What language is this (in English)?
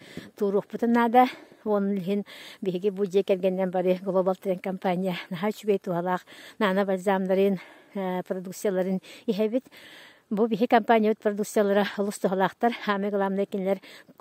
Yakut